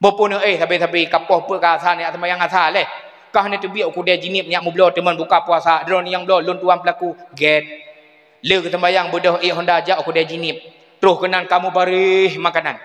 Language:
Achinese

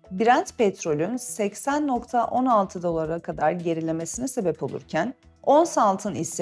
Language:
Turkish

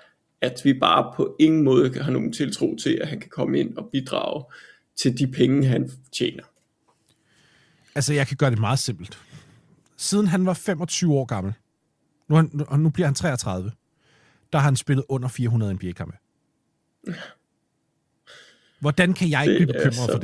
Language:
Danish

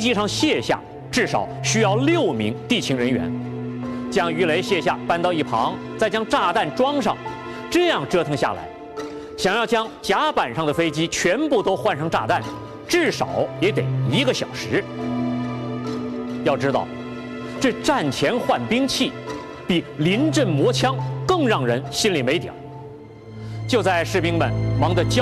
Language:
Chinese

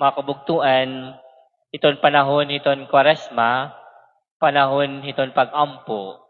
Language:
Waray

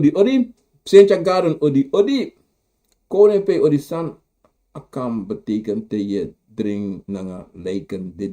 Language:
Sranan Tongo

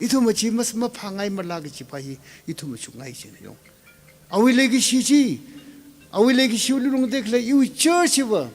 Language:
Tangkhul Naga (India)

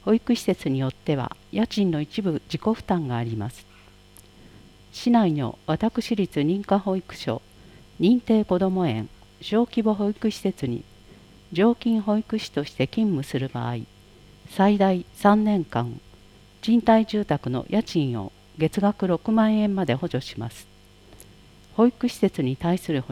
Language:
Japanese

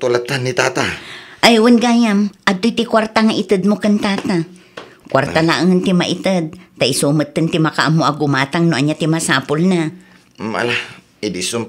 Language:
Iloko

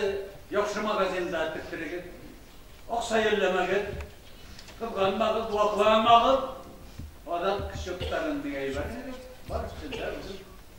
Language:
Bashkir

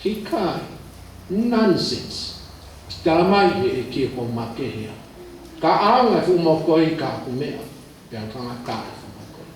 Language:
Tongan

